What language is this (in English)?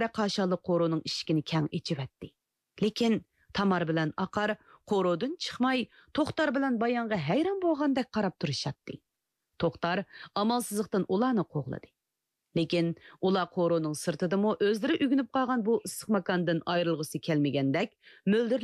Uyghur